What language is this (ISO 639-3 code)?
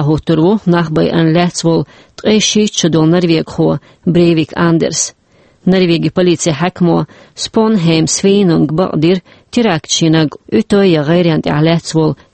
che